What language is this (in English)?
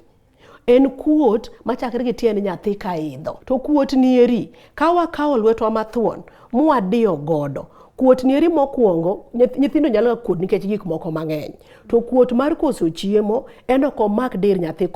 Luo (Kenya and Tanzania)